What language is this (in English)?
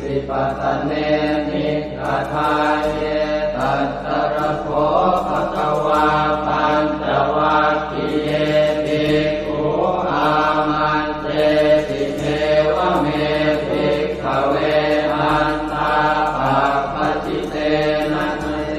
Pali